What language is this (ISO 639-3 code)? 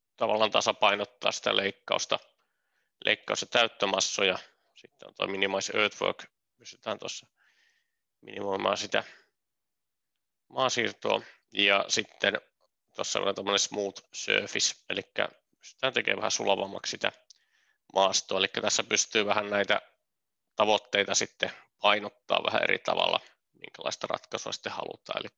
fin